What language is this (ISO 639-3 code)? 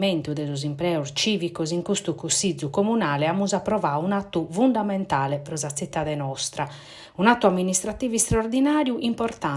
srd